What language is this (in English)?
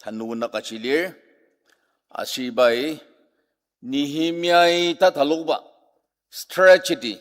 Ao Naga